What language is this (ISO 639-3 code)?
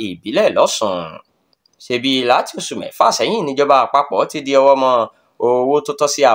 yor